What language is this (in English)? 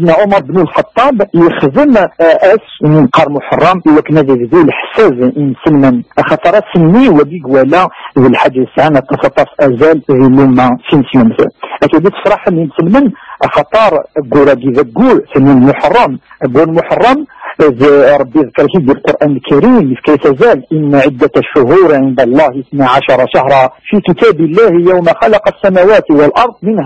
Kabyle